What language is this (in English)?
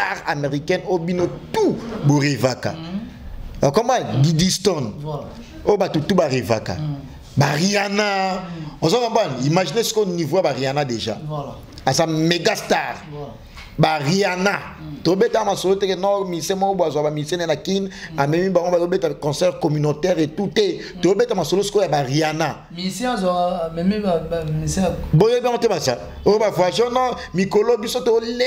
Lingala